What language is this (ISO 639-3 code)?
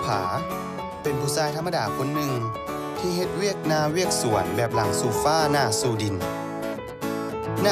lao